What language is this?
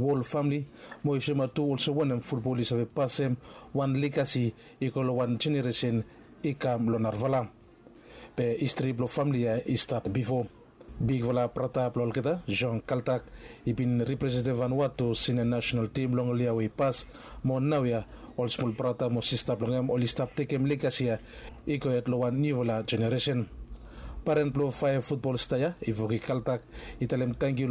Bislama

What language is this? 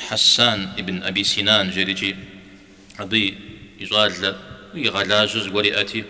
Kabardian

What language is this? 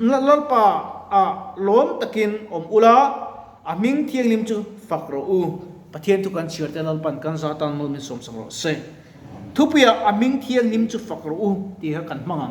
Mizo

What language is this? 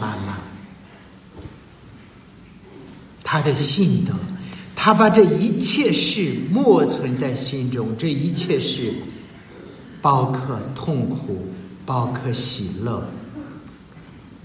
Chinese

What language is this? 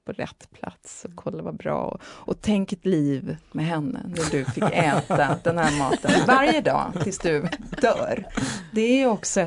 Swedish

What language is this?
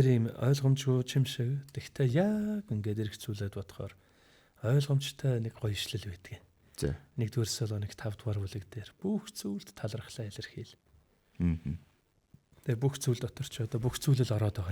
Mongolian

